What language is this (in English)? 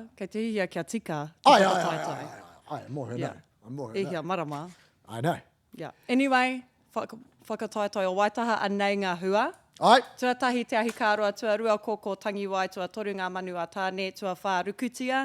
Māori